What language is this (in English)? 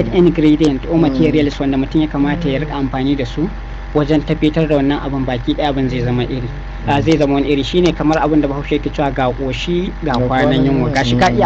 Hausa